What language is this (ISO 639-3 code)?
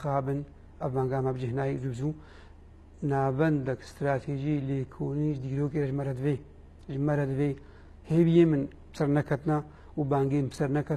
kur